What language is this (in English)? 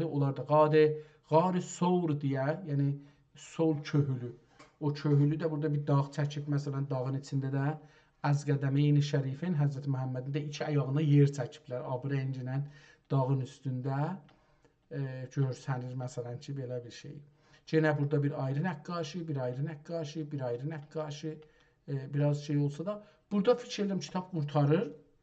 South Azerbaijani